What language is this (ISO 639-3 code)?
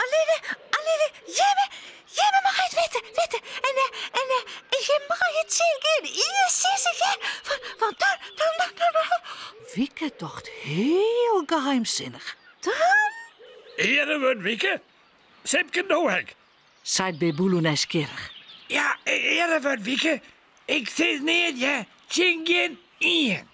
fry